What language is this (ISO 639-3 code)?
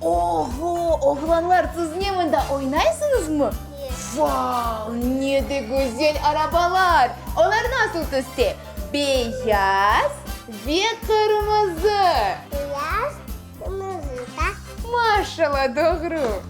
crh